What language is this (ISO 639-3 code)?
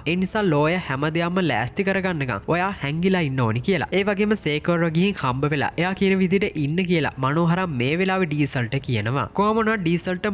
sin